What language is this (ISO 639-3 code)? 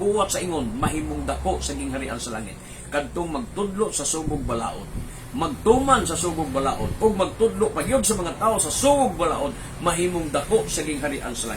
ceb